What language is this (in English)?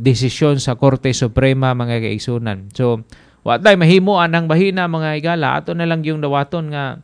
Cebuano